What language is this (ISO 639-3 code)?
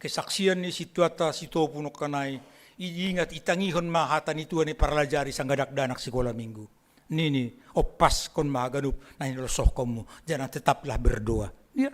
bts